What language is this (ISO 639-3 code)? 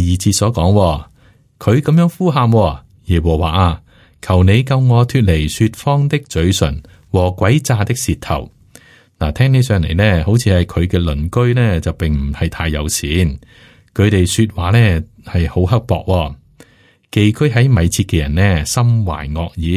yue